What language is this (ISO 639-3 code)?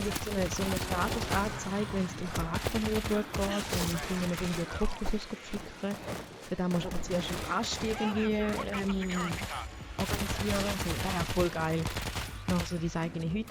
gsw